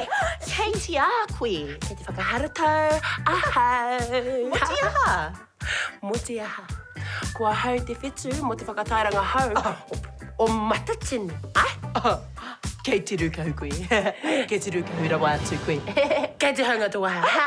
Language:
Māori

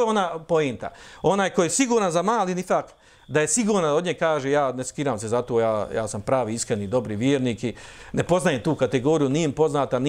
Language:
Bosnian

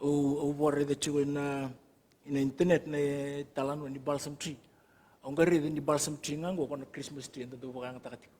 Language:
Fijian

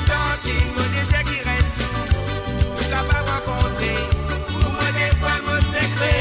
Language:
Morisyen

